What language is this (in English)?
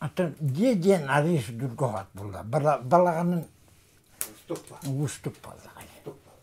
Yakut